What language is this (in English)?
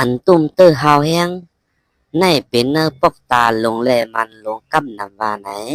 Shan